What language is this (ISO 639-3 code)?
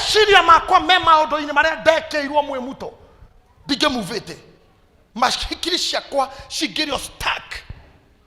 kik